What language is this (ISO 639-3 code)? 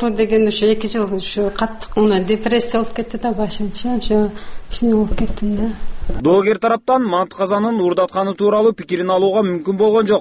kir